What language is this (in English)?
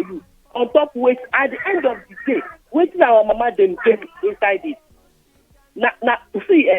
Nigerian Pidgin